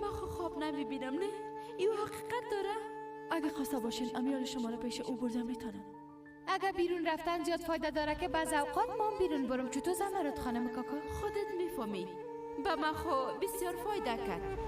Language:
Persian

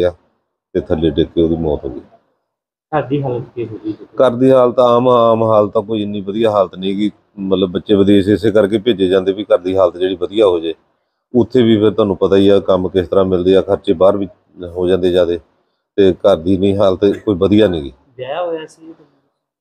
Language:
Punjabi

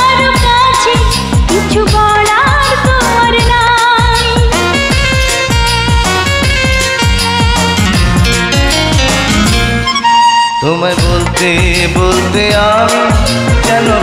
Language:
Bangla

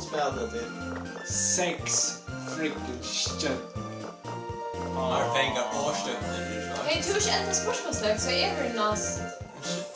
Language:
Faroese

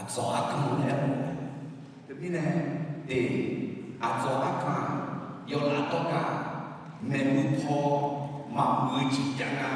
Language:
Akha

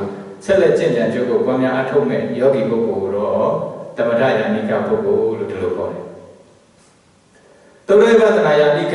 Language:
Burmese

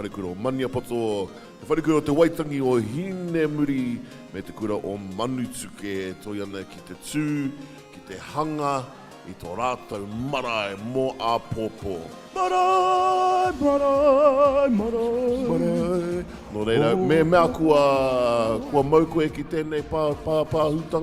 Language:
Māori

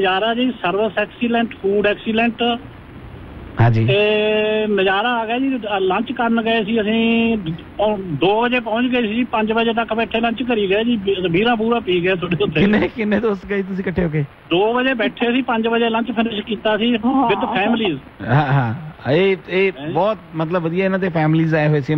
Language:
Punjabi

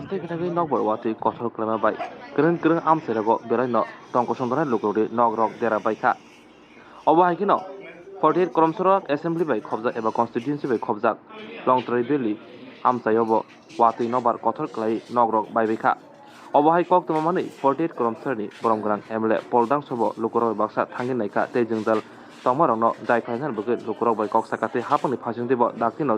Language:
Kok Borok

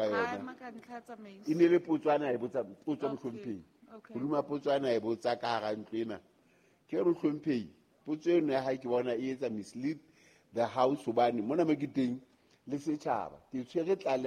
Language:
Southern Sotho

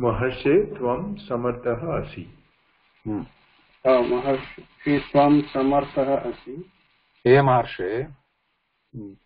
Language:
Sanskrit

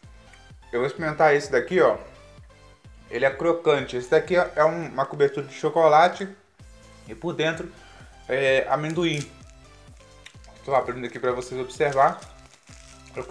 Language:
Portuguese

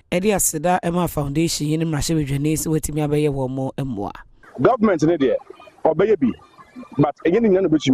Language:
Akan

